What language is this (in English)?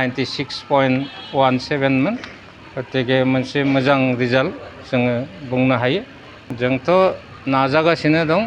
Bodo